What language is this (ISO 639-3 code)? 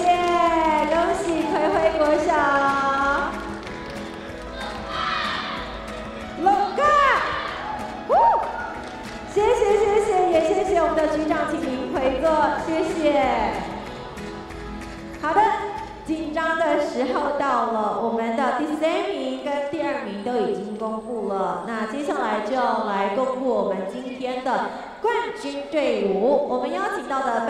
zho